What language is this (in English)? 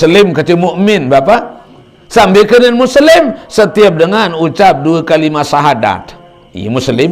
Sasak